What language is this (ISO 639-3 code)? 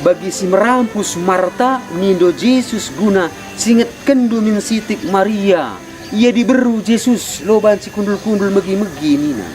btx